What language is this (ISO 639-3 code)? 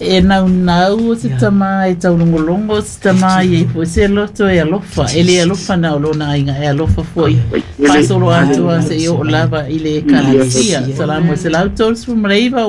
smo